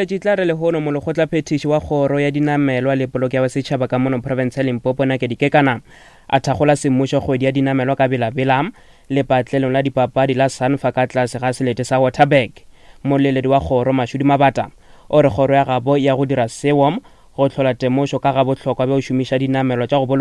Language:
Northern Sotho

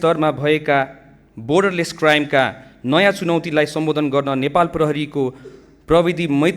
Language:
Nepali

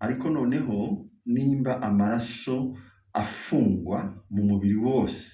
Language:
Kinyarwanda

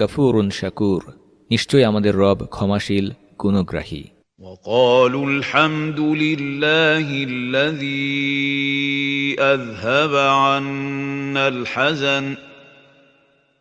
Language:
Bangla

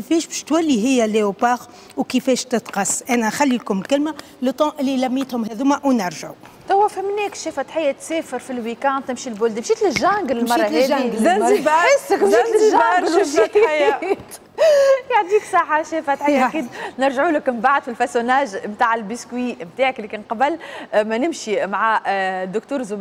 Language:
Tunisian Arabic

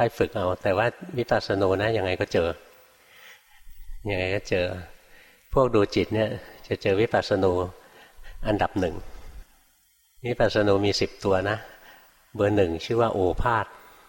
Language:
Thai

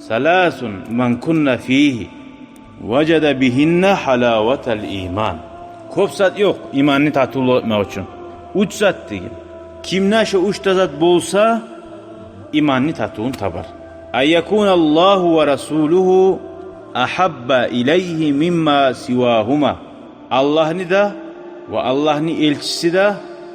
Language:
Kumyk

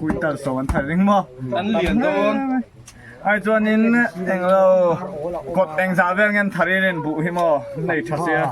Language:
Mizo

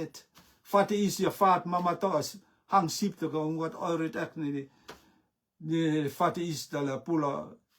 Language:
Rotuman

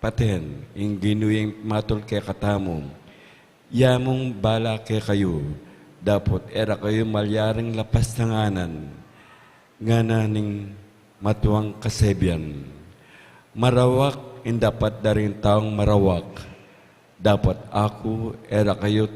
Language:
Pampanga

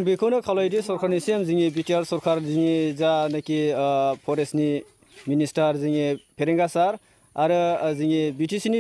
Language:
Bodo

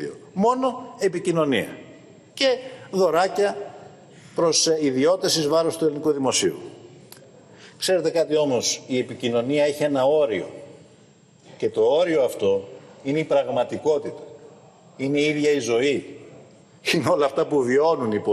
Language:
Greek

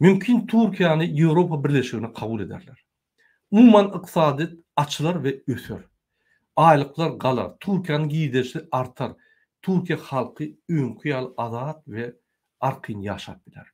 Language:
Turkmen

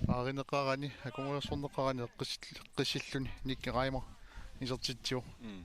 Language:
Kalaallisut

